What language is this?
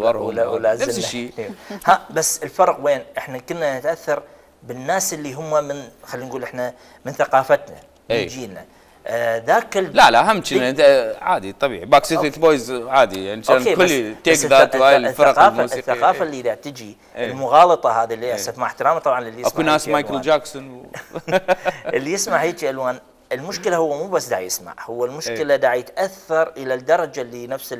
Mesopotamian Arabic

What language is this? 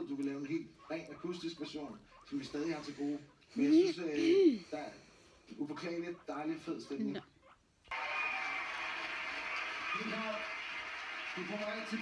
Danish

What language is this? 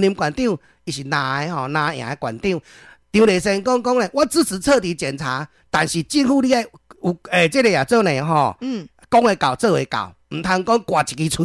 Min Nan Chinese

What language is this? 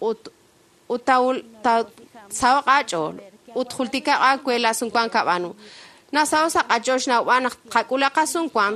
Kekchí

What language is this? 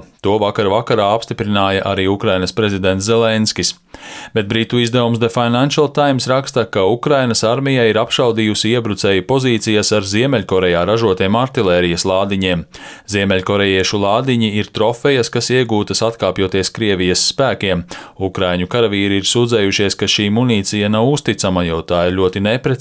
Latvian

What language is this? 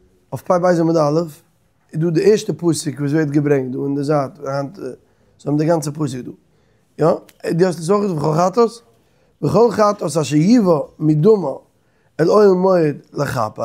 Yiddish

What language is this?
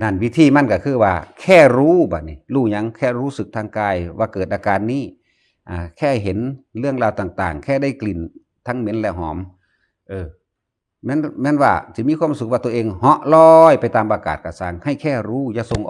Northeastern Thai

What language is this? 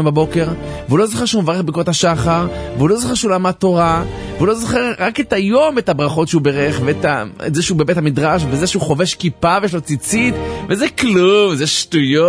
Hebrew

